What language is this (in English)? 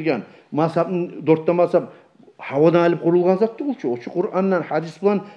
Kumyk